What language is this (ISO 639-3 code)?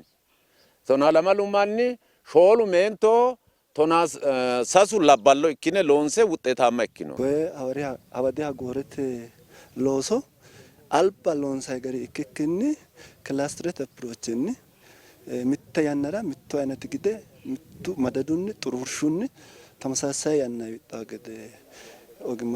sid